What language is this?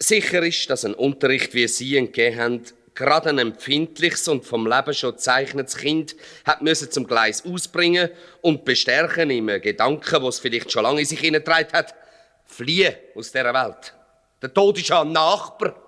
Swiss German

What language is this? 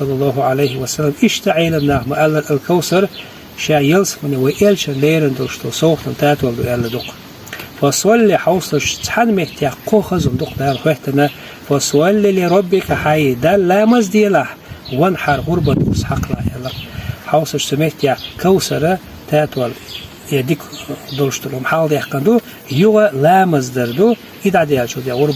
Chechen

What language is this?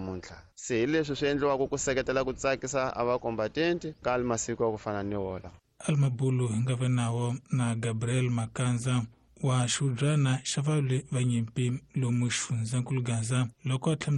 Tsonga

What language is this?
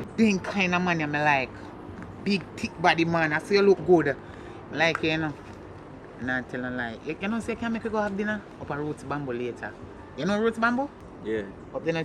Jamaican Creole English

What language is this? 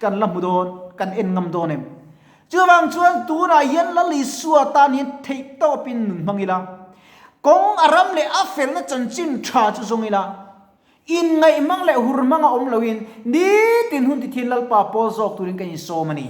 Mizo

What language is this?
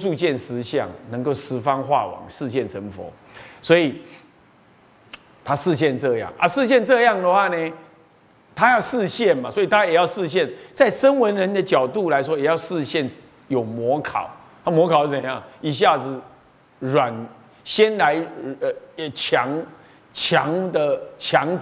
Chinese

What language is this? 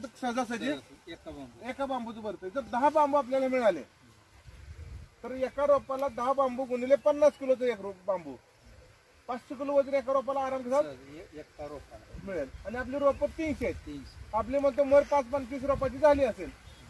Marathi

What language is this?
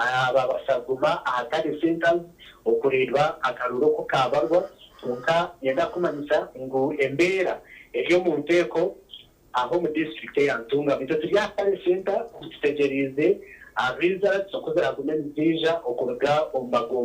Nyankole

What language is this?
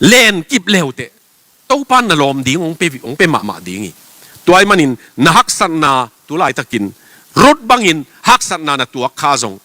Tedim Chin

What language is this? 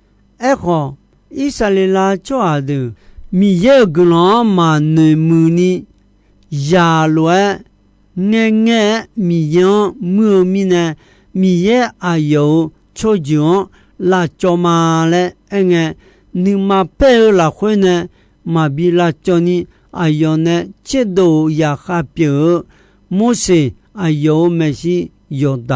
Akha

